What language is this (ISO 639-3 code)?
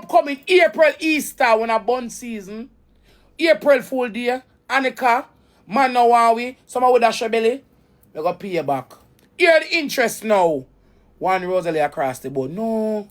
jam